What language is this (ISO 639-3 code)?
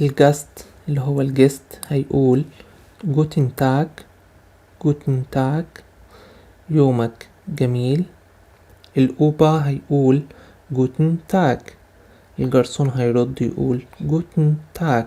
arz